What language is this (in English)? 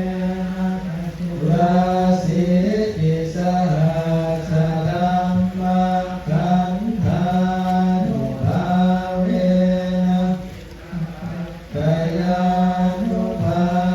Pali